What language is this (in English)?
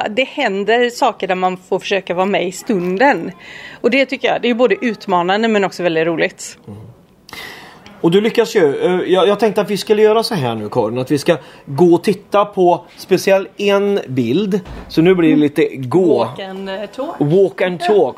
Swedish